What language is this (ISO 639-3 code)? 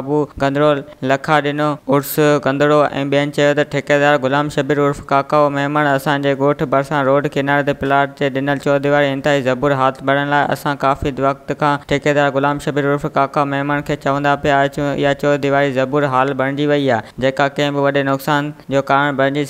snd